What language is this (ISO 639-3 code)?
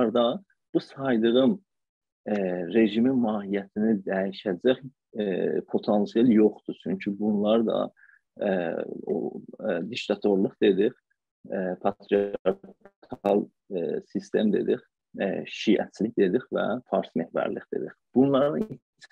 azb